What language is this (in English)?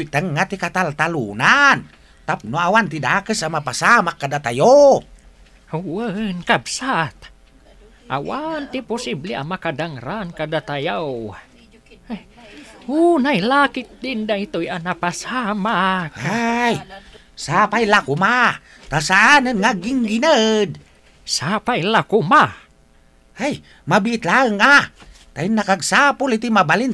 Iloko